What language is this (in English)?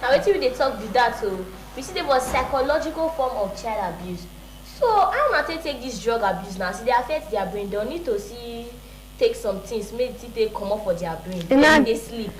Nigerian Pidgin